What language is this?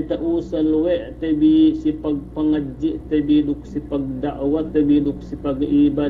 Yakan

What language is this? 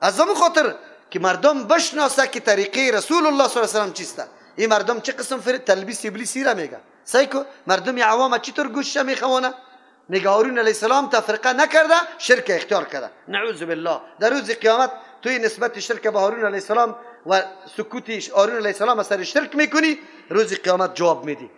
Persian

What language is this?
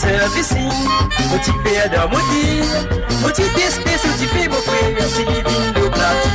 Morisyen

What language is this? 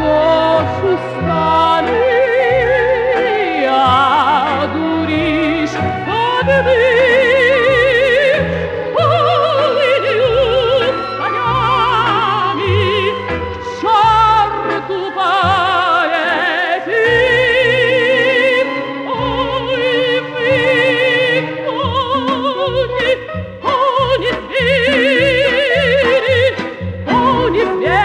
Russian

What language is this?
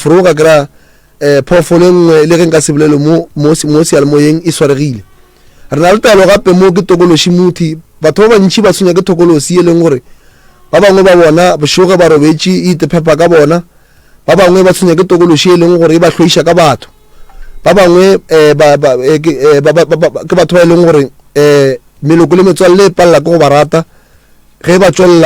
Northern Sotho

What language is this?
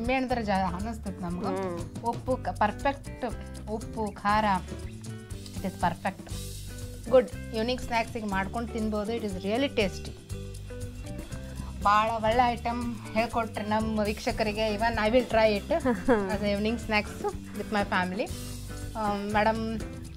Kannada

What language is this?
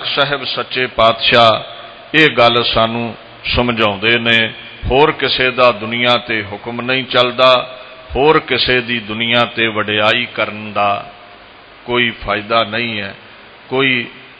Punjabi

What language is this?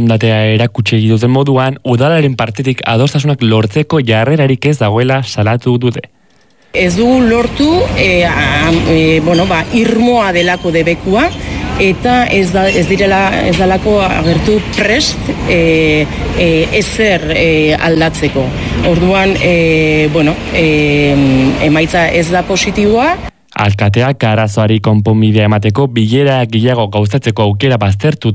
Basque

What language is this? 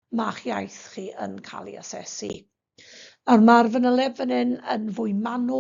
Welsh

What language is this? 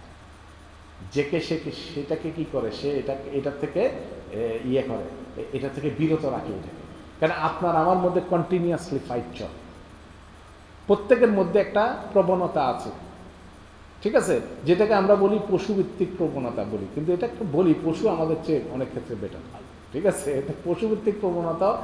Bangla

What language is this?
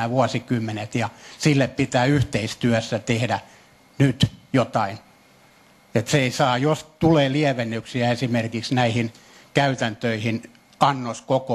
Finnish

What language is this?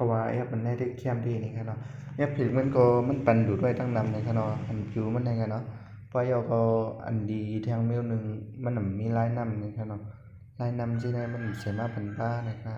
Shan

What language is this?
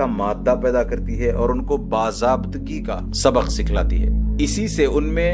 Urdu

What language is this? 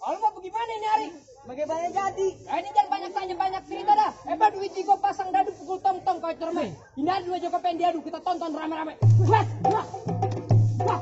Betawi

